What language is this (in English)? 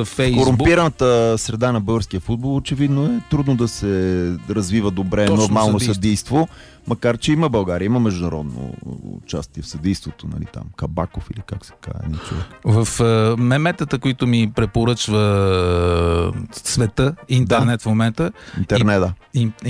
Bulgarian